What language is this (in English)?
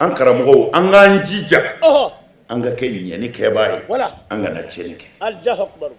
Bambara